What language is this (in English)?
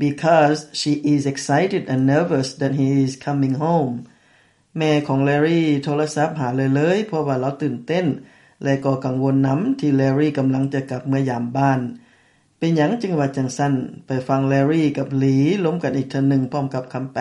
Lao